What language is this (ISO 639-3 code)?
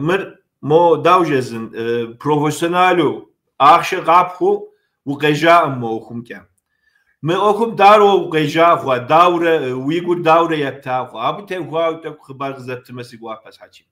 kbd